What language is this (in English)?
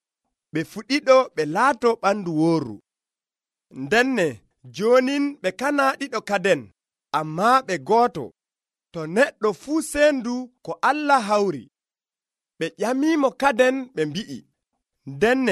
Nigerian Fulfulde